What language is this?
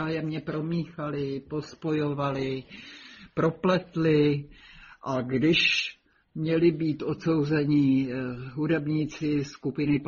Czech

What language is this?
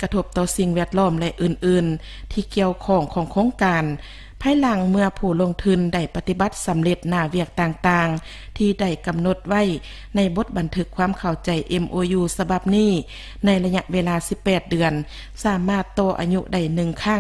Lao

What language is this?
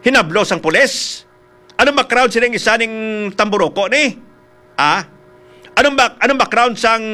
Hiligaynon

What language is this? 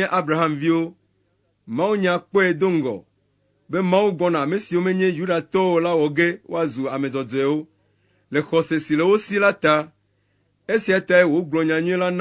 Ewe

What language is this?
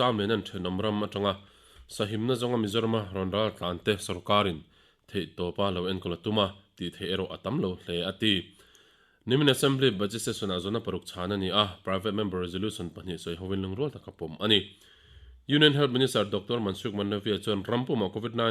Mizo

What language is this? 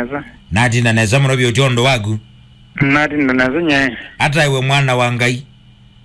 Kamba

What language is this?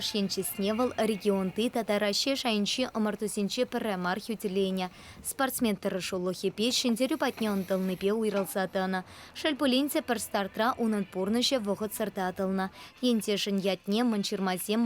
Chuvash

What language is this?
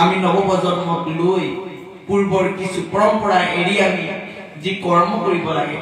Assamese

